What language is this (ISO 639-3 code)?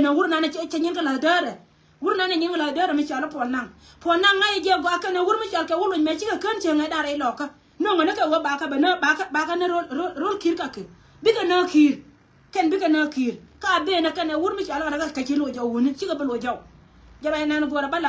nus